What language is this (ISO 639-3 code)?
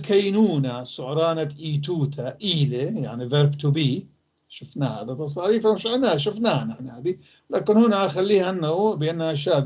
apc